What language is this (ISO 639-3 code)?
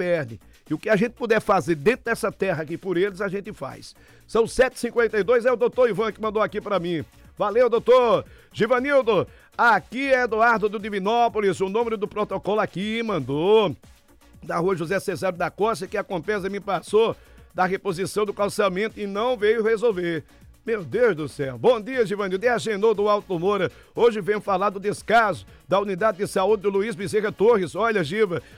por